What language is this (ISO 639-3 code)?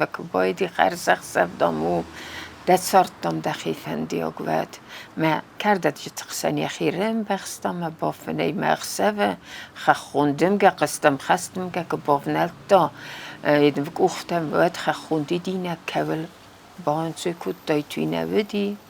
oss